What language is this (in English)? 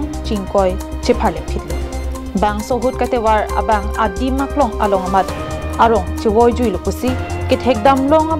Karbi